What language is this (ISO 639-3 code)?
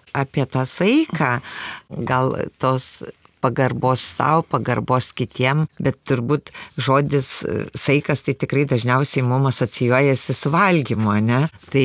lit